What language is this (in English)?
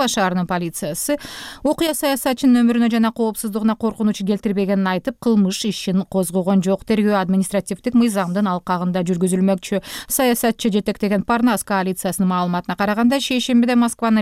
Kyrgyz